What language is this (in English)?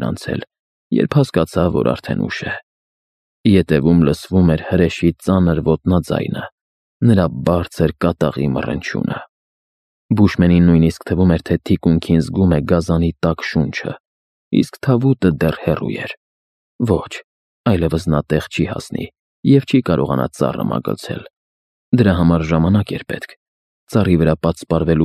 Armenian